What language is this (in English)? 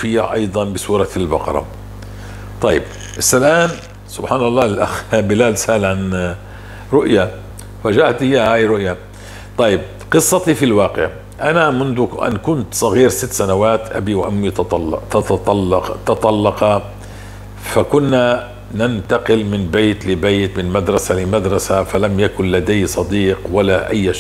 North Levantine Arabic